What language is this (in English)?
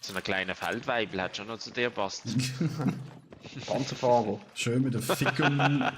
Swiss German